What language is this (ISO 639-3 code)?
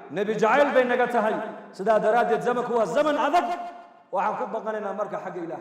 som